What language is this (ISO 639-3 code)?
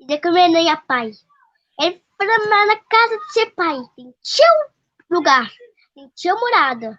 kea